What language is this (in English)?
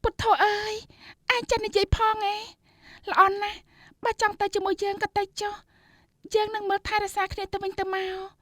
Khmer